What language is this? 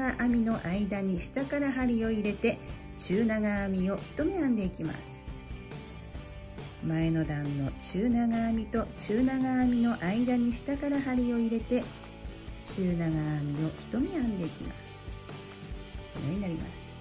Japanese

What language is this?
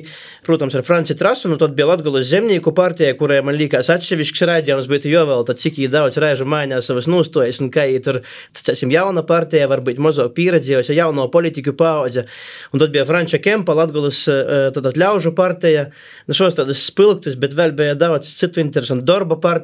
Latvian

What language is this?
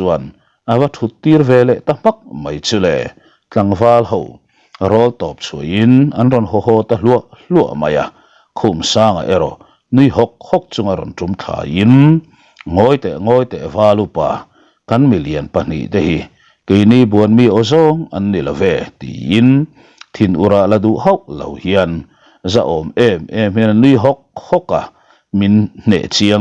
Mizo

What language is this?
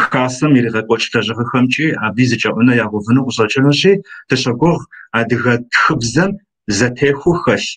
Kabardian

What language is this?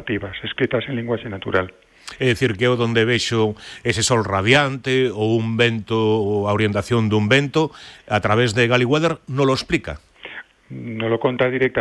Galician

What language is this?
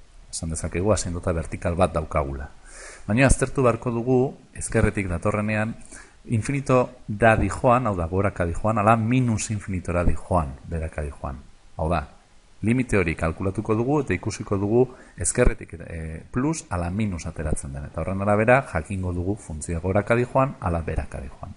Basque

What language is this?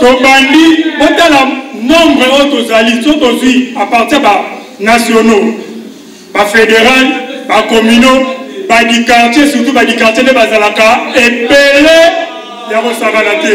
Lingala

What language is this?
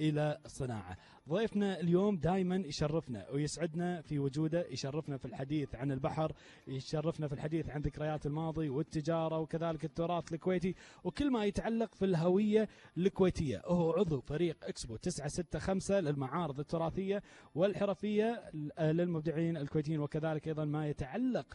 Gulf Arabic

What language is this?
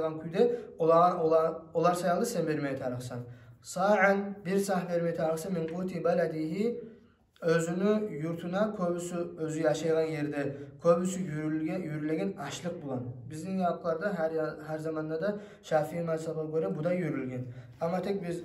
Kumyk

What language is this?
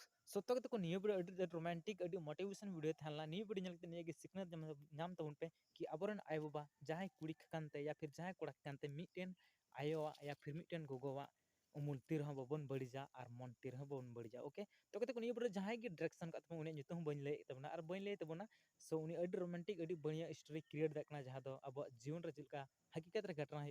Santali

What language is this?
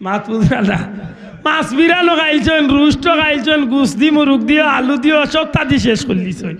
Sylheti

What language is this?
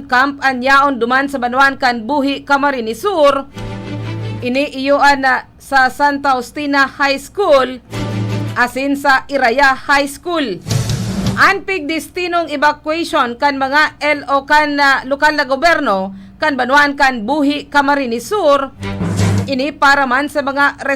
Bikol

